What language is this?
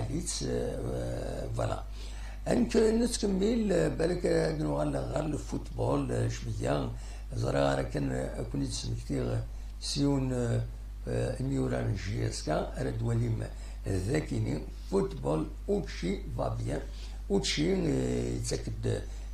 Kabyle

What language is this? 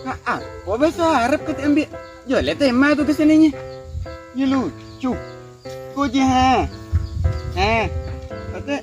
Minangkabau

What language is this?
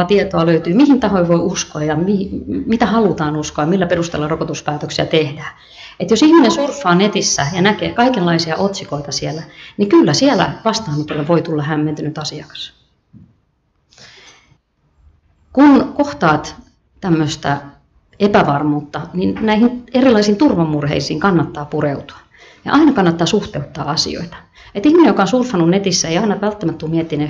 Finnish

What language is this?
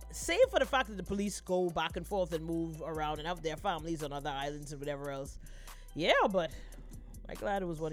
English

